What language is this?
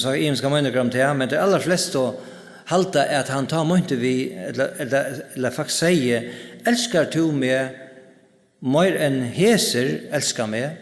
Faroese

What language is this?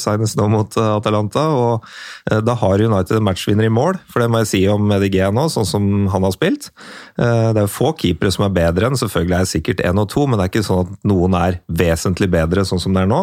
Norwegian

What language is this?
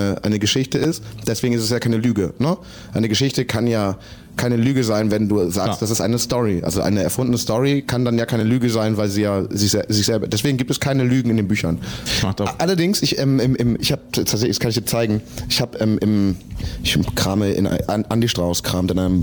German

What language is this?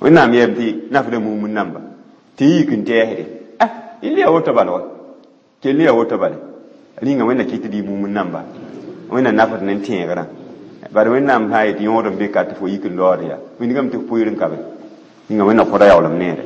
Mossi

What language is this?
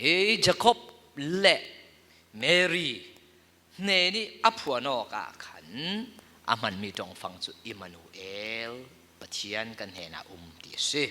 Falam Chin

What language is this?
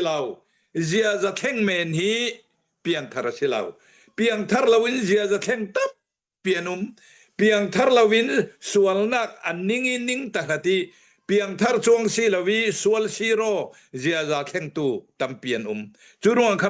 Hakha Chin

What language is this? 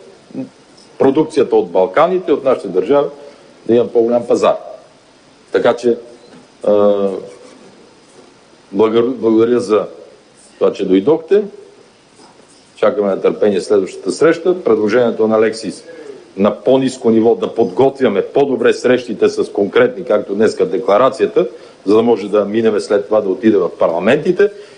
Bulgarian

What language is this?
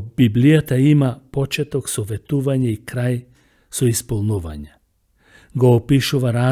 Macedonian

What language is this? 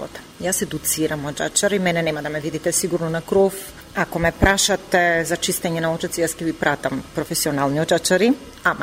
Macedonian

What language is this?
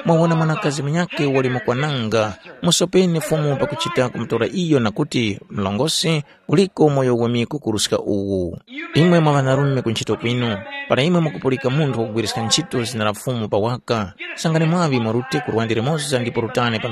Tumbuka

